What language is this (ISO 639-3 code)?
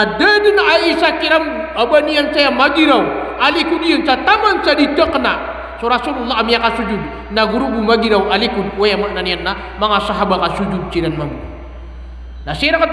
mrw